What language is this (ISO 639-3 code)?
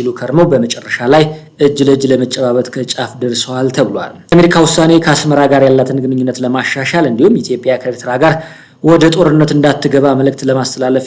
amh